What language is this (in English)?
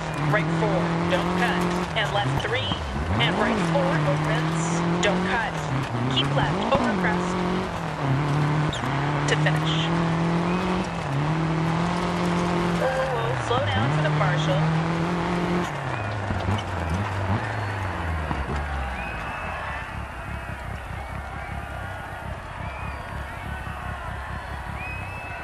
English